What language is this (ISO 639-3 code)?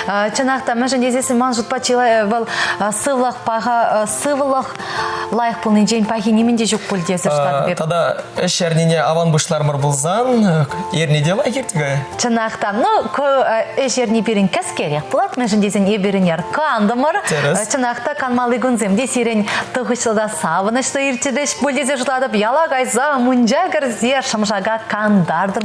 chv